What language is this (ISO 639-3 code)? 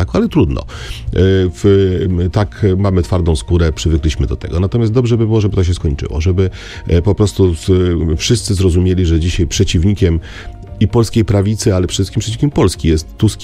pol